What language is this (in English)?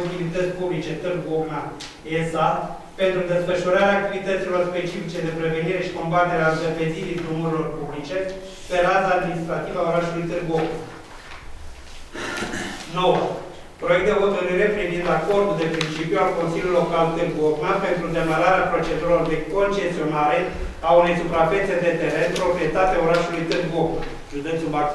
Romanian